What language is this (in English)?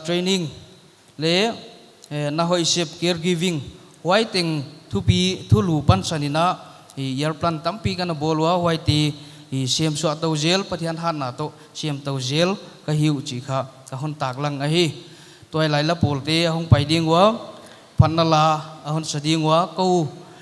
Paite Chin